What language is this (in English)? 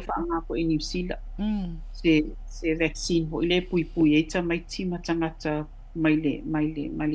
Samoan